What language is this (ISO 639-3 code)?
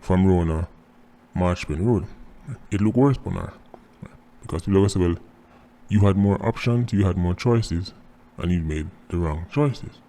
jam